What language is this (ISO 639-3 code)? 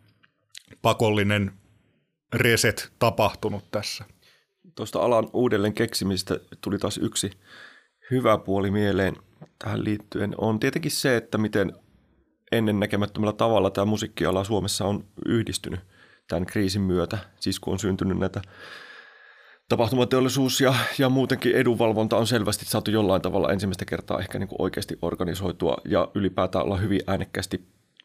fin